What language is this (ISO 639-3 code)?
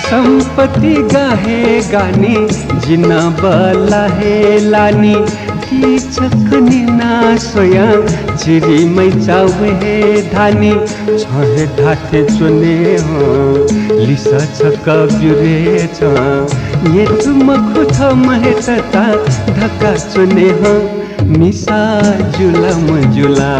new